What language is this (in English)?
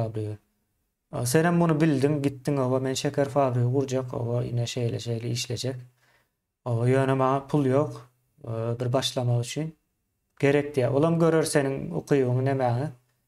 Turkmen